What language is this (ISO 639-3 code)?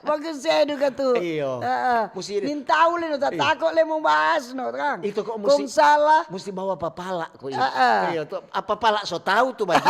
xmm